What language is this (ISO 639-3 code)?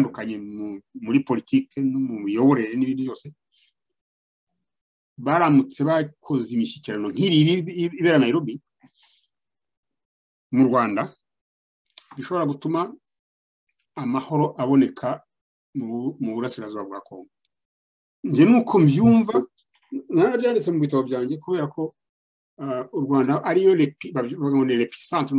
kin